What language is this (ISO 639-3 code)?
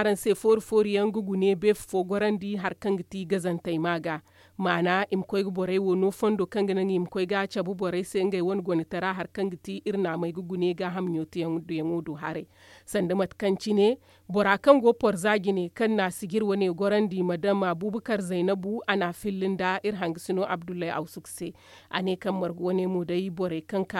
dje